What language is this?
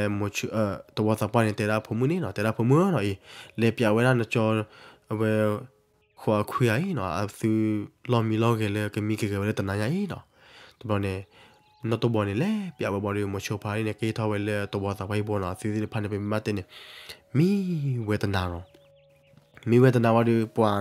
S'gaw Karen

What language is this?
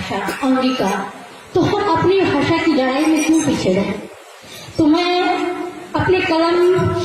Angika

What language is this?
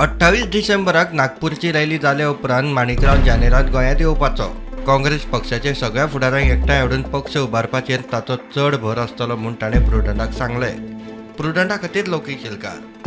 Konkani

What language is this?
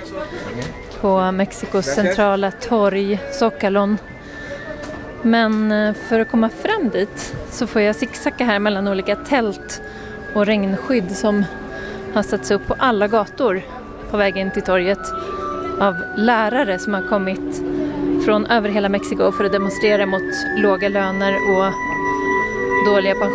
Swedish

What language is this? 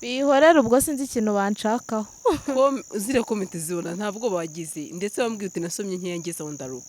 Kinyarwanda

